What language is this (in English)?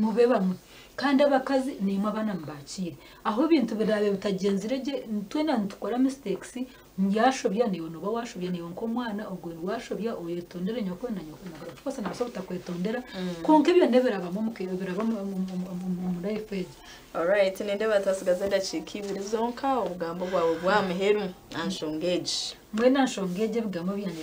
Nyankole